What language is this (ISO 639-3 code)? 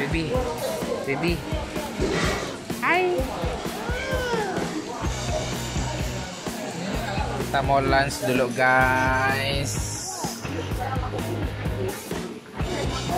ind